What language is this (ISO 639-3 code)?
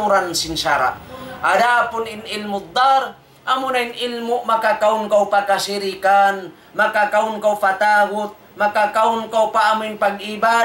tsg